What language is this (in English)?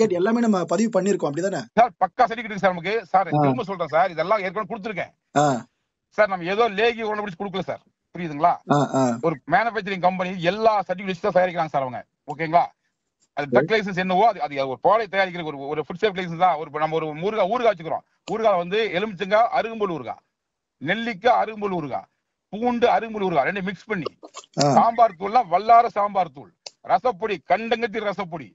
Tamil